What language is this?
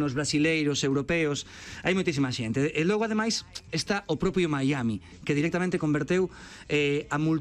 Galician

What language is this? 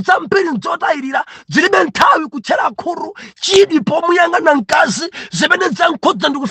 Nyanja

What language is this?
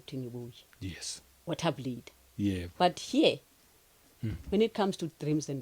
Zulu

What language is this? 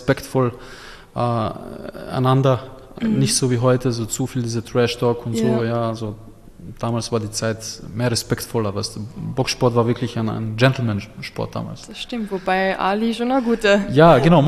German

